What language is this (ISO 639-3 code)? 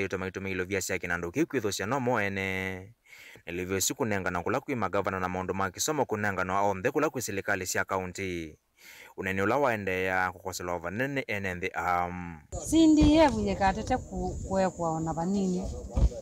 kam